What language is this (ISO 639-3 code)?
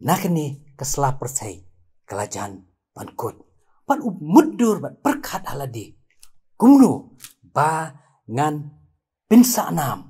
kha